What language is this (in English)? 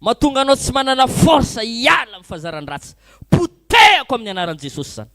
Malagasy